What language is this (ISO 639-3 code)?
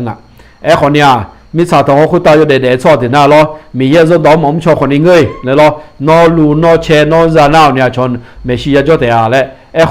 ahk